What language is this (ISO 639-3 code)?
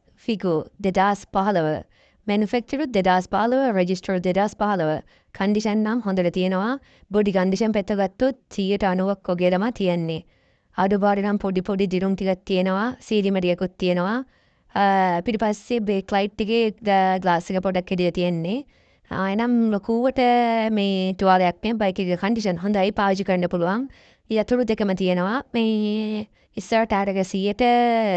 sin